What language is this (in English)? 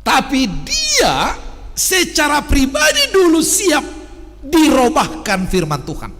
Batak Simalungun